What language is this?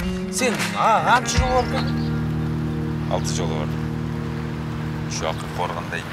Kyrgyz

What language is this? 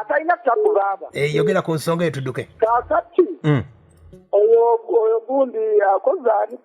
Ganda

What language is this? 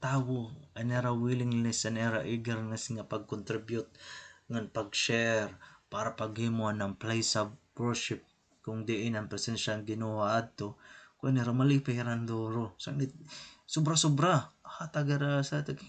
Waray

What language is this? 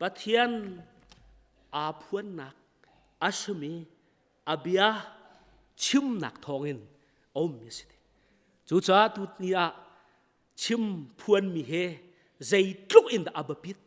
Hakha Chin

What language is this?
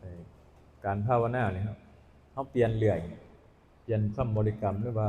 Northeastern Thai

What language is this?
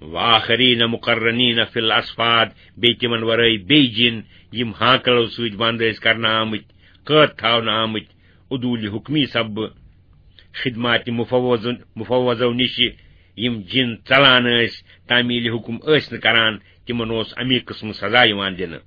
Kashmiri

